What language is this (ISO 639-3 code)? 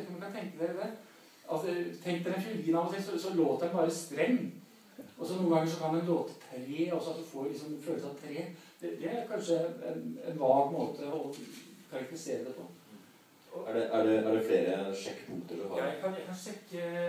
nor